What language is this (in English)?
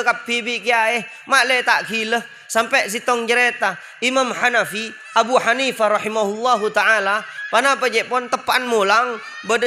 Madurese